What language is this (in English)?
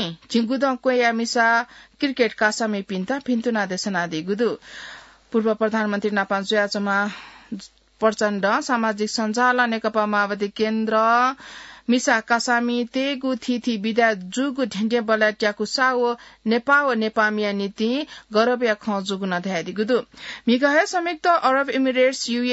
Newari